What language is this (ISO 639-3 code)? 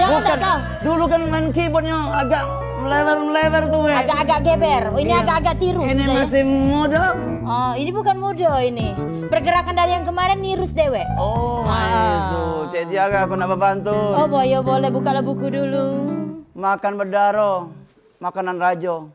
mui